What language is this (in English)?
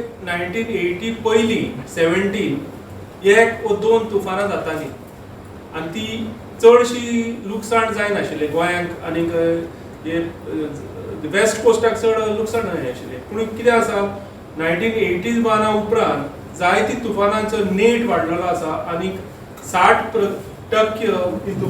Konkani